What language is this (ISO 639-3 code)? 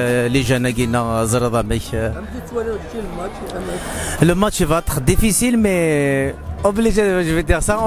kab